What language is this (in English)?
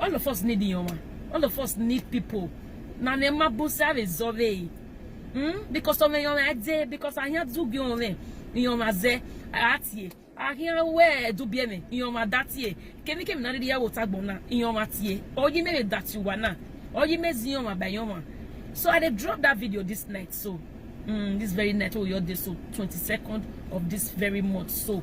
Nigerian Pidgin